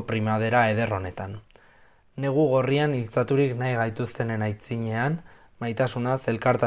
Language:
Basque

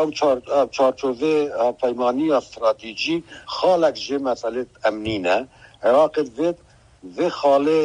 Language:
Kurdish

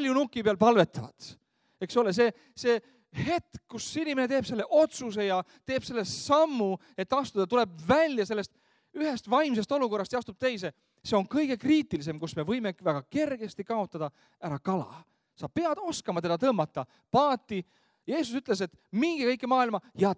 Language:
Estonian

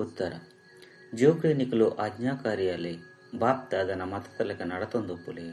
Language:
Tulu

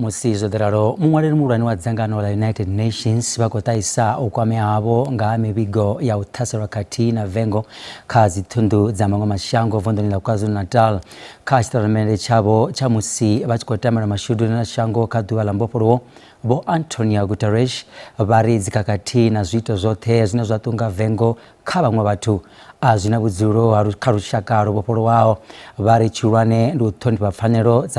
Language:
Venda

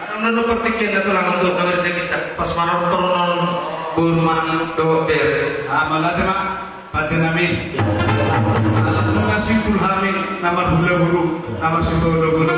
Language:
Batak Toba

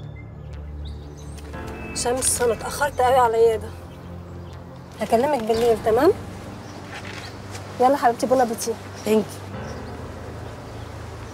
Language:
Egyptian Arabic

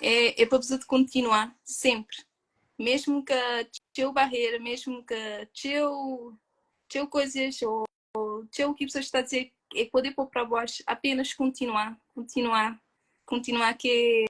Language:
Kabuverdianu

